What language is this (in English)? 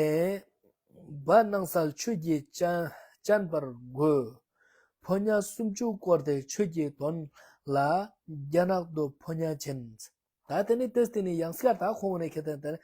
Ladakhi